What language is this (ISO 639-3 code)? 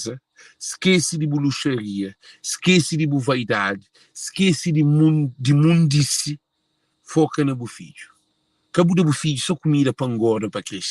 kea